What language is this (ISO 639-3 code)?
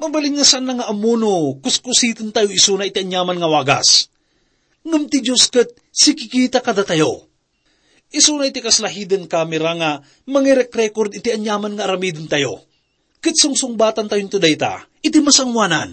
ilo